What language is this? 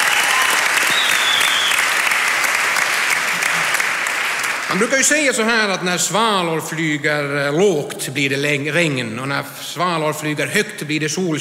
Swedish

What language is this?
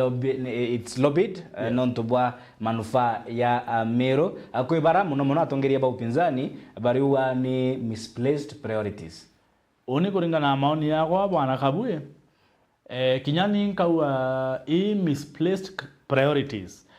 Meru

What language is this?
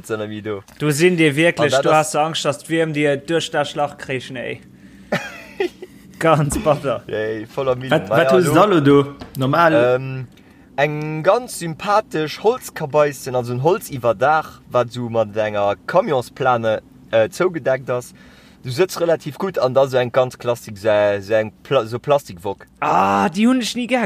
Luxembourgish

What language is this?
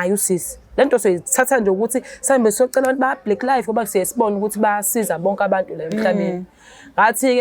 Zulu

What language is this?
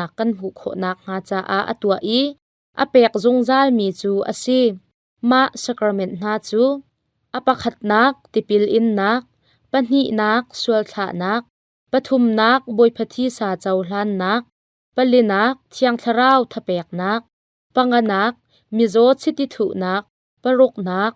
Hakha Chin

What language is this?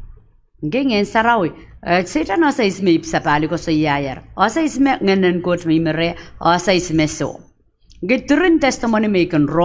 Pohnpeian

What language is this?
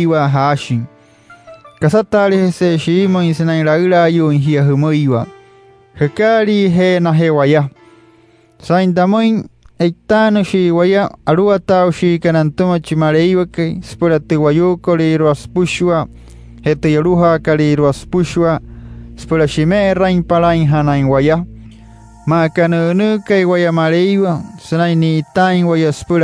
Wayuu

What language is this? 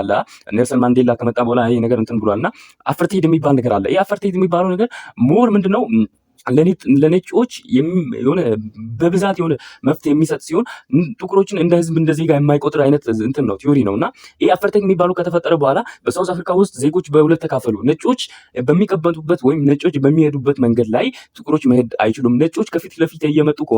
Amharic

